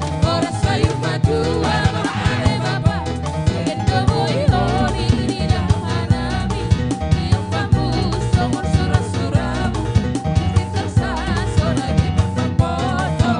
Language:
Batak Simalungun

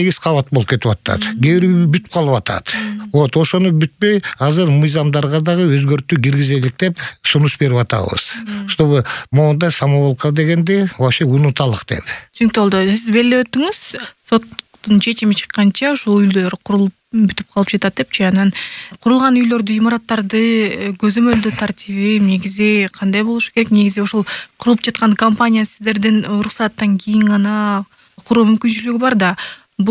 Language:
Kyrgyz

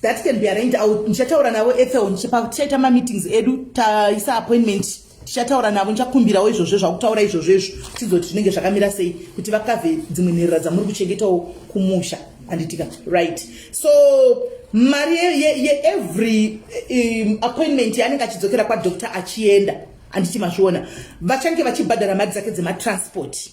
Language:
Shona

